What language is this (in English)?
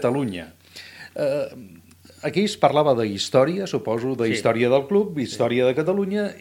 Catalan